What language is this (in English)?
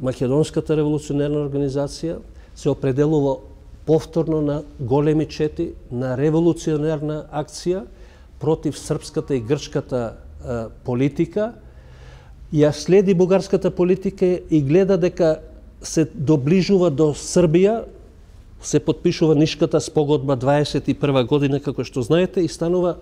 Macedonian